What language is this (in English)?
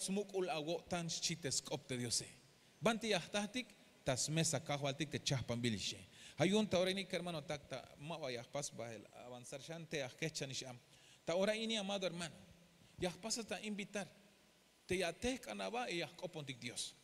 Tzeltal